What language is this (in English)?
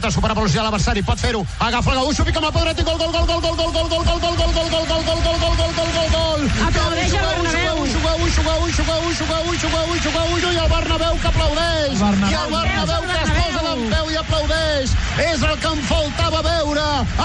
Catalan